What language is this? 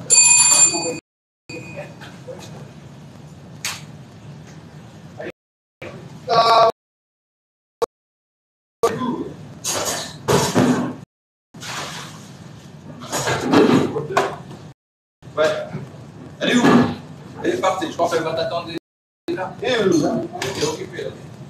French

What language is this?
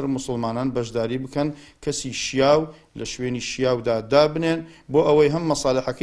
Central Kurdish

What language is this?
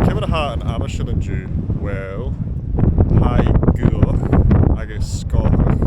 Scottish Gaelic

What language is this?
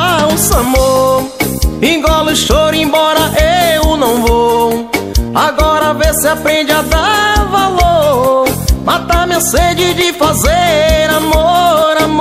Portuguese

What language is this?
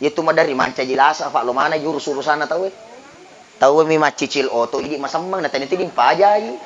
Buginese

